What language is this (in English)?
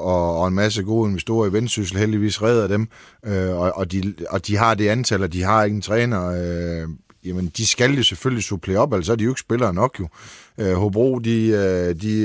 Danish